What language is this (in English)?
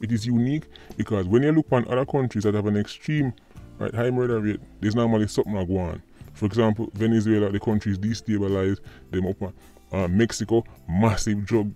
Jamaican Creole English